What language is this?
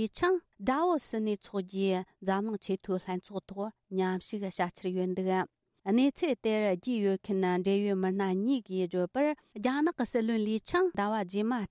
Tibetan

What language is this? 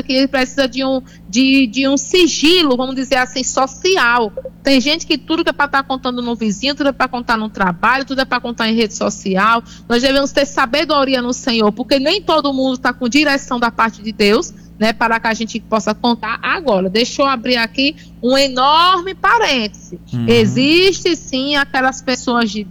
Portuguese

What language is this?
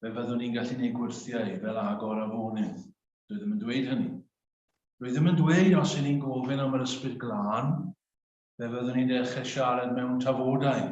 Welsh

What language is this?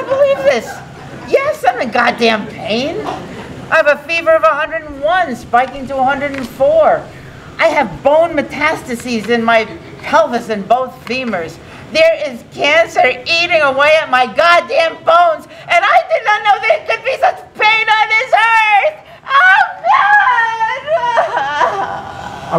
English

